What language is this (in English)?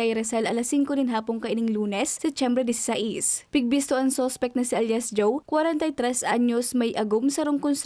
Bikol